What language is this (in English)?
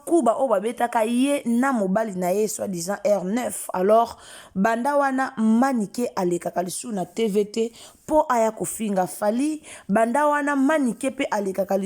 Lingala